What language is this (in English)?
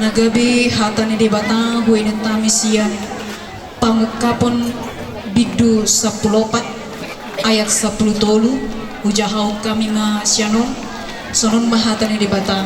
Batak Toba